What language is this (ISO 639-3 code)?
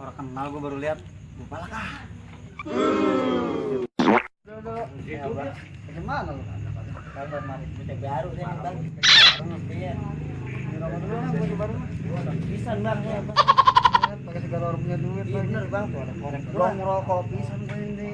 bew